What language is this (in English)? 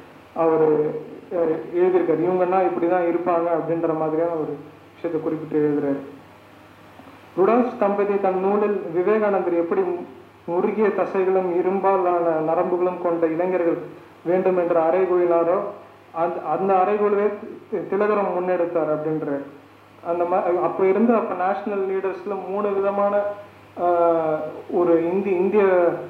Tamil